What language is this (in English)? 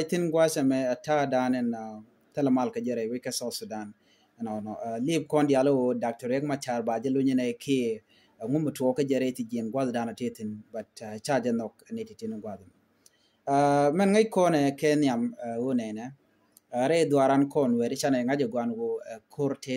Nuer